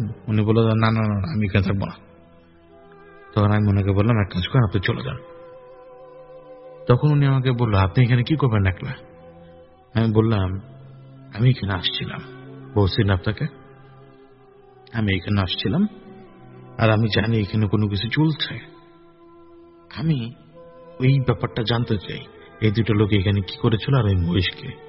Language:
Bangla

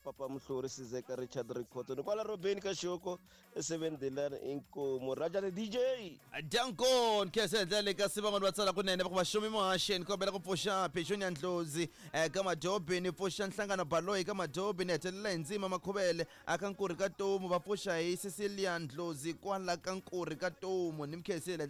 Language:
Tsonga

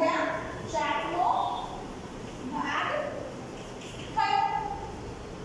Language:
Gujarati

